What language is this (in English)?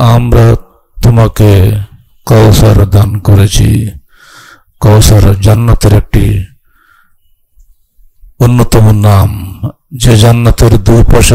Bangla